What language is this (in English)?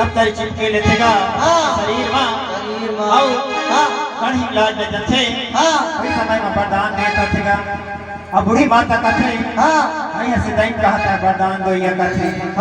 Chhattisgarhi